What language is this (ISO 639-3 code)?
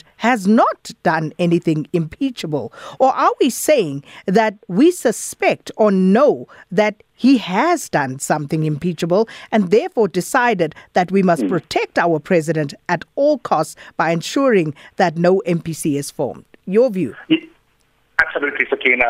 eng